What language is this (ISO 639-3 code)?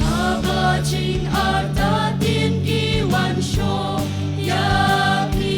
kha